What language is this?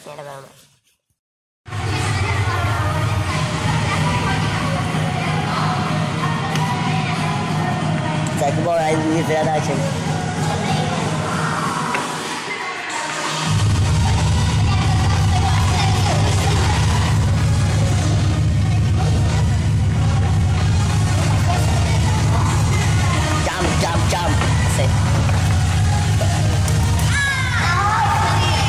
Czech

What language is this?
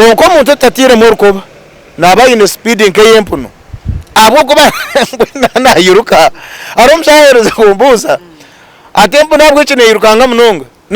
Nyankole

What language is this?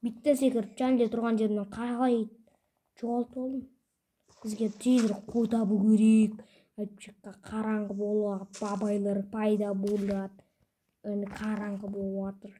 Kazakh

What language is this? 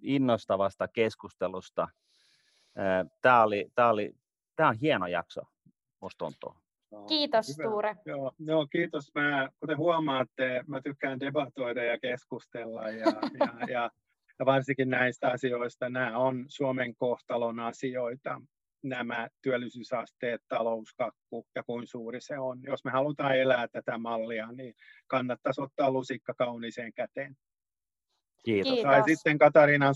Finnish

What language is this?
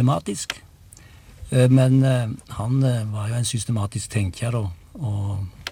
Norwegian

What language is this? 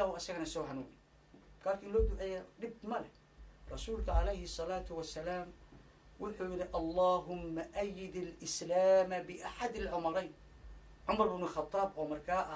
Somali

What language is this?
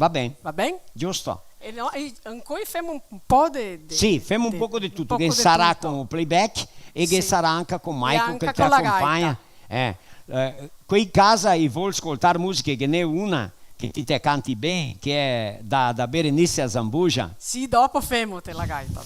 Venetian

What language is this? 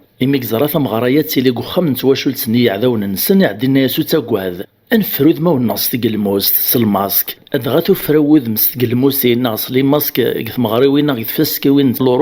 Kabyle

